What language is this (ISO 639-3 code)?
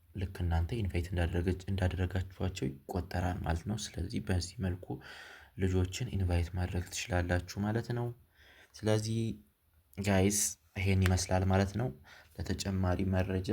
amh